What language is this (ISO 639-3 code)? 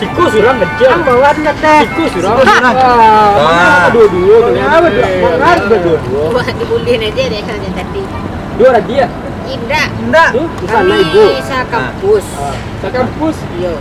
min